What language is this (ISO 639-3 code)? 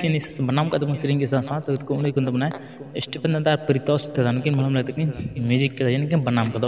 sat